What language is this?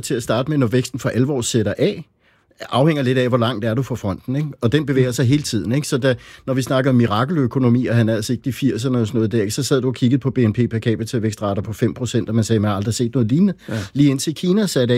Danish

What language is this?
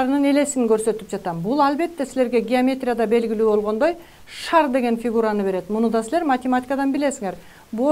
Kyrgyz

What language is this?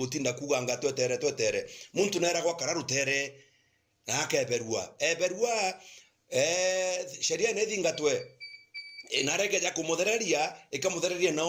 Meru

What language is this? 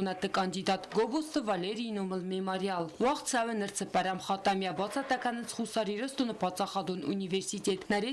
Ossetic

